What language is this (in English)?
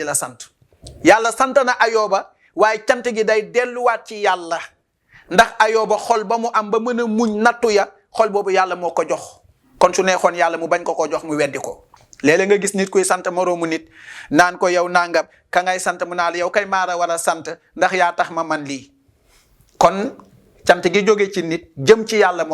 Wolof